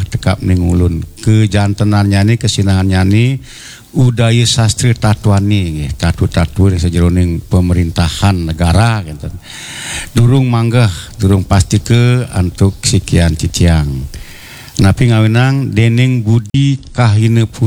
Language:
Balinese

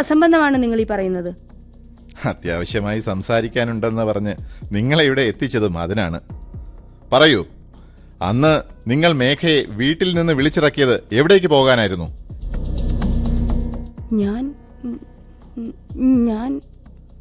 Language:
Malayalam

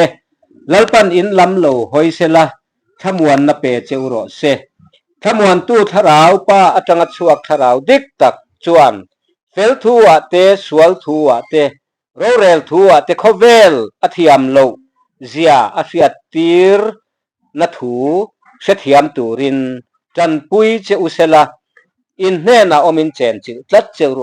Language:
Mizo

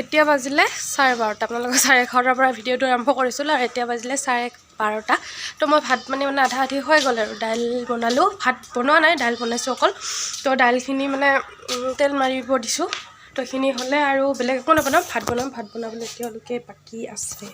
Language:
Assamese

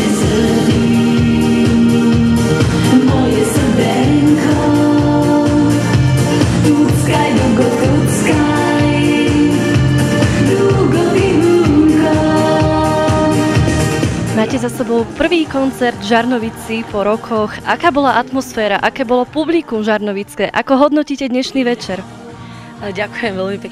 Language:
Slovak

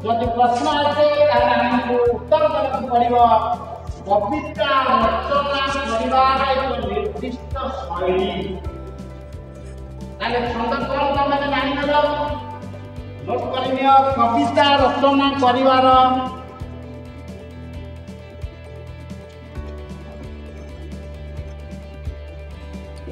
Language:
Odia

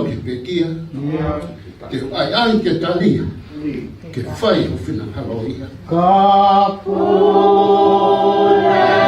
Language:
Tongan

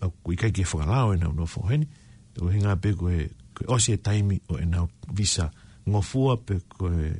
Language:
Tongan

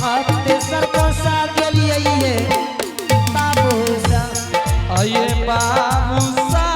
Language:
Angika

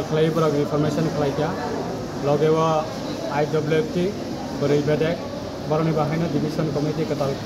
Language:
Kok Borok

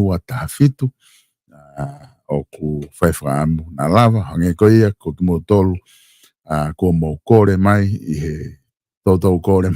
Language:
Tongan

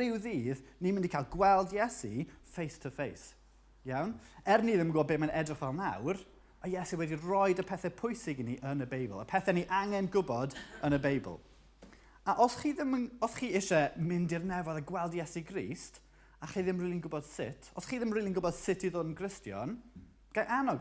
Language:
Welsh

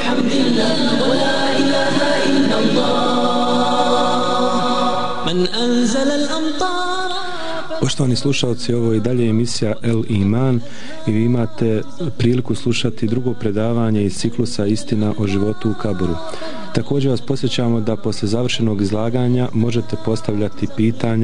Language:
Bosnian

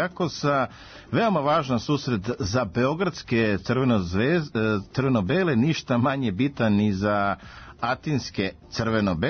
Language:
Serbian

